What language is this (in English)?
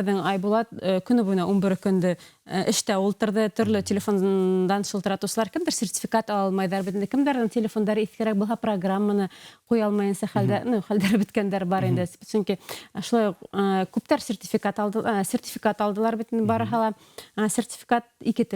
Bashkir